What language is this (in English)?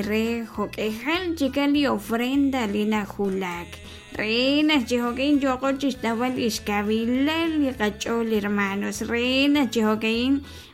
Kekchí